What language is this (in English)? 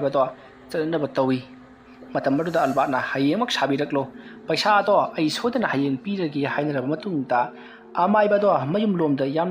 Manipuri